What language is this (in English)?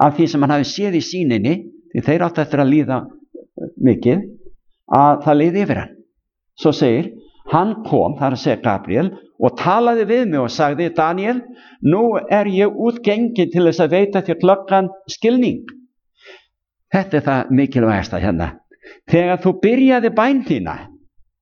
Icelandic